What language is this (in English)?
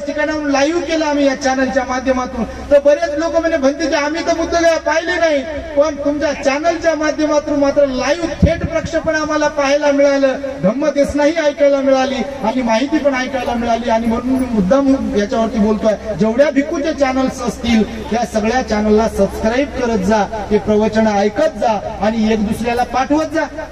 Marathi